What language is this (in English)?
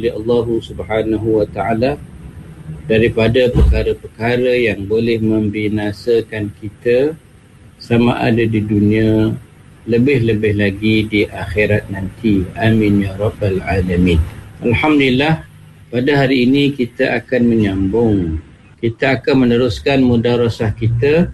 Malay